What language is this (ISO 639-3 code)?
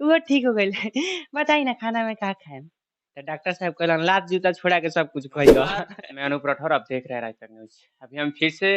bho